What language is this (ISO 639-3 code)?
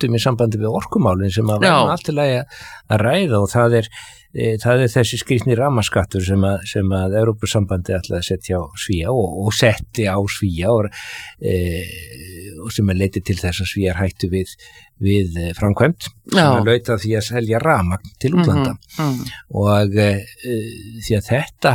isl